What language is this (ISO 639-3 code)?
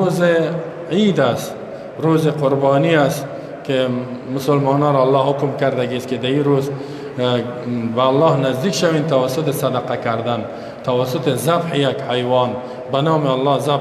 fas